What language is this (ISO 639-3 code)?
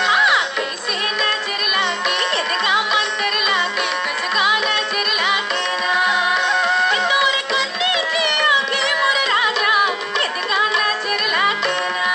hne